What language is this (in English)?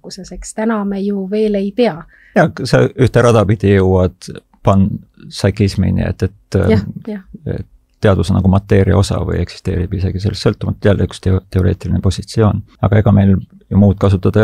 Estonian